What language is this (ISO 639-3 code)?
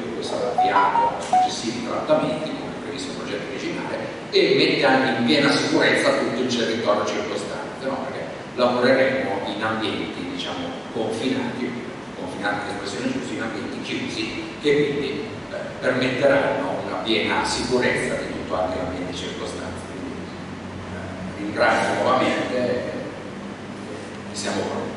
ita